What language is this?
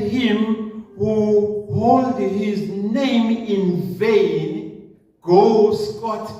Zulu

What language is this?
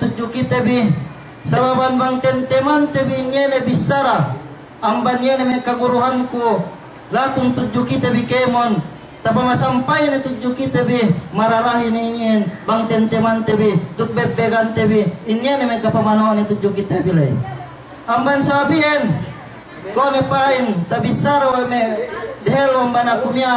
Yakan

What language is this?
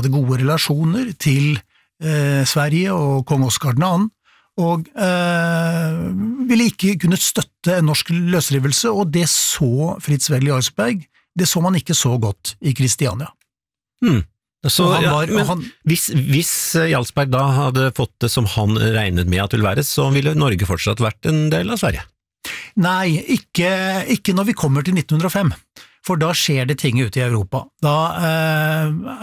Norwegian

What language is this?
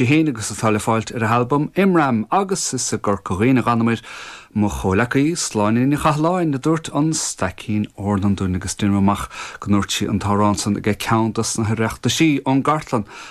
Irish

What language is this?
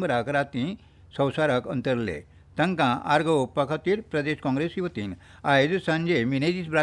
Konkani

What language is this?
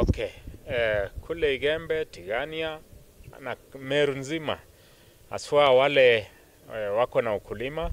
Meru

